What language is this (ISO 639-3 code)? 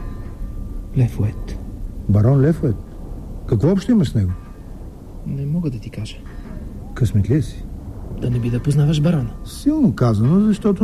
bul